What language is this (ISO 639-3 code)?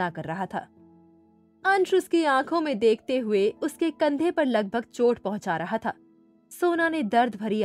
hin